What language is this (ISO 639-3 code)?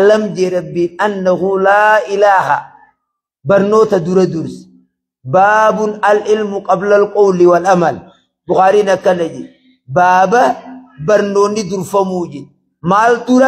orm